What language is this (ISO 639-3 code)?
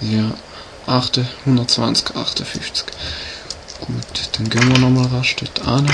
gsw